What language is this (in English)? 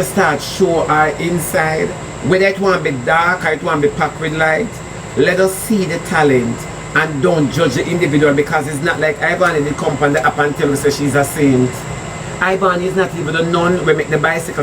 Jamaican Creole English